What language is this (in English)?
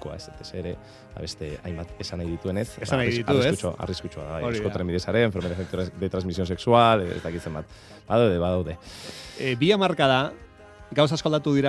Basque